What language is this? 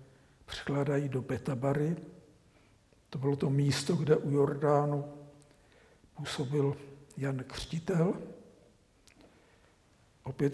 Czech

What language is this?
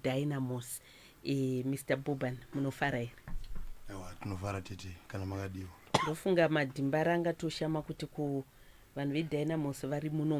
Shona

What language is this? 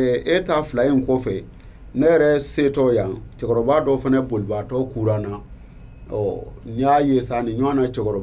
Bambara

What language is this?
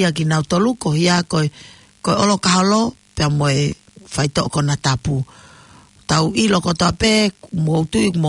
Tongan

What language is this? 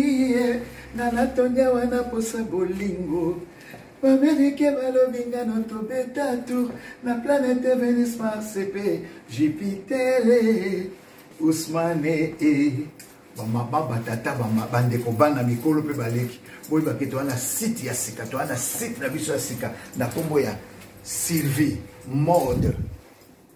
Lingala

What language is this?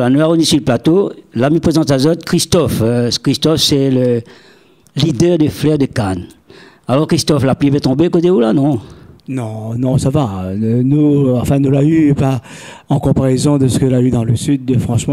Réunion Creole French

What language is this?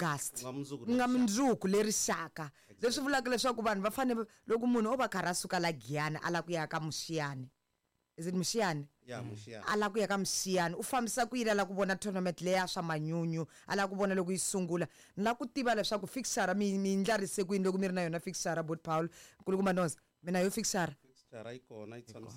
Tsonga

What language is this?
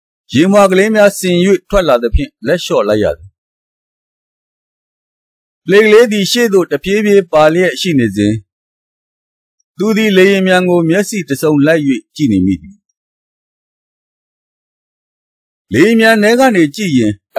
Burmese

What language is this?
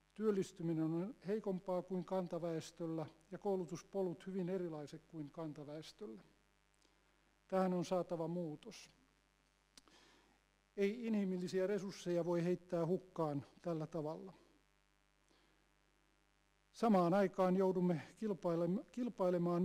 Finnish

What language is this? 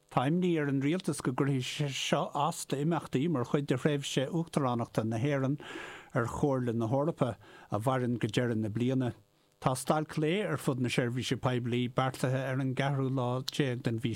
Irish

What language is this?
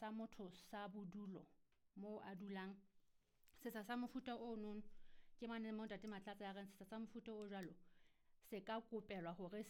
Southern Sotho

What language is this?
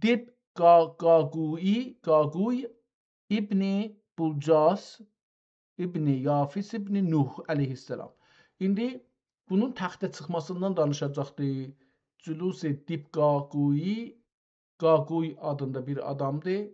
South Azerbaijani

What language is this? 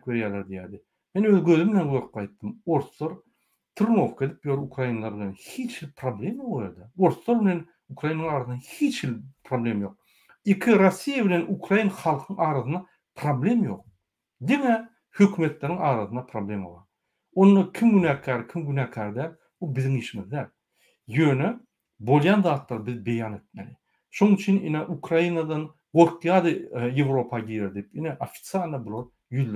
Turkmen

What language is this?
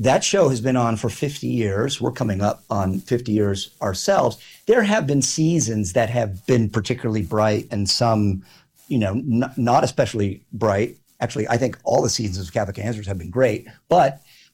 English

